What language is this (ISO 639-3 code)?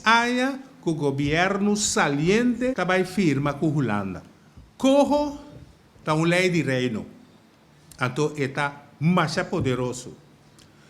pap